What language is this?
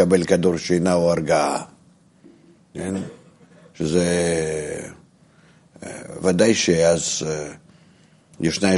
Hebrew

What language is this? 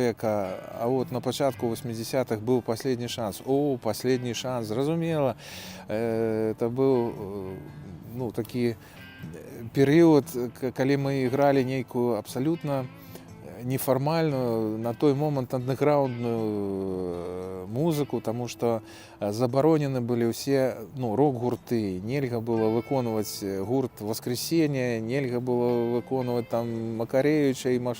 Belarusian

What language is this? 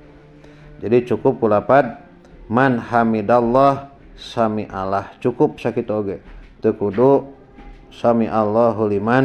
Sundanese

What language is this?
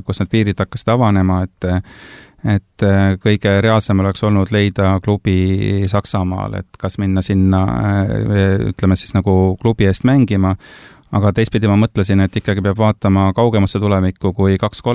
Estonian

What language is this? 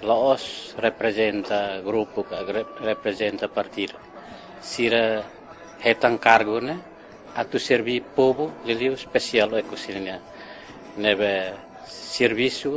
Tetum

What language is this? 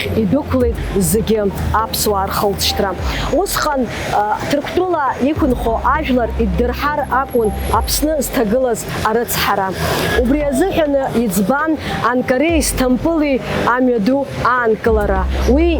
Abkhazian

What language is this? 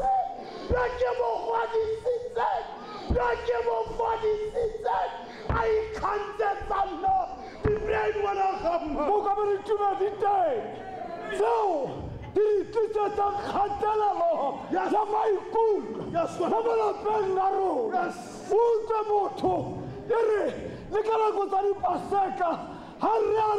Tswana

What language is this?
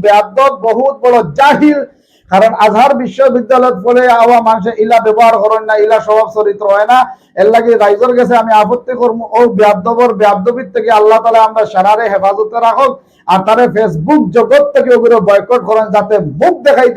Sylheti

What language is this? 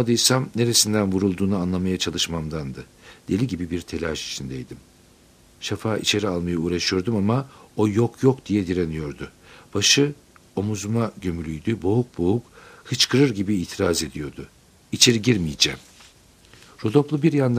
Turkish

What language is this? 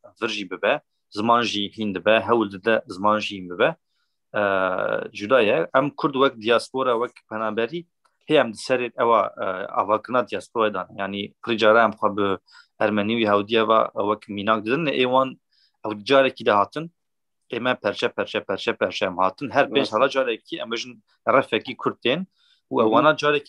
Kurdish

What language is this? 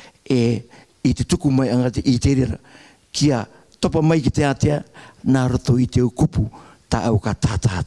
Rarotongan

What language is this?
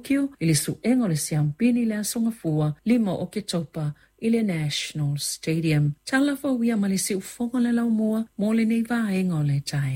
Samoan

